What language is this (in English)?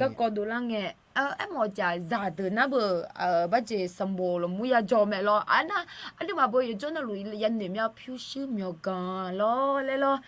Akha